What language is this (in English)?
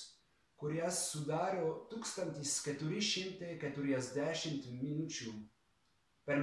Lithuanian